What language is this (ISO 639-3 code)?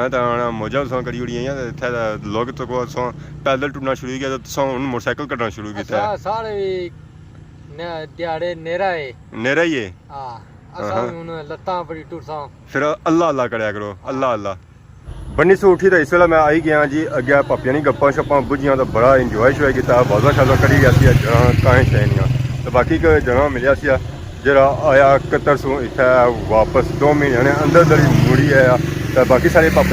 phr